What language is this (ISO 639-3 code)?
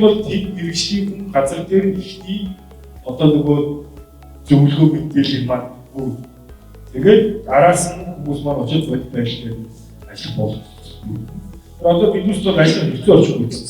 mon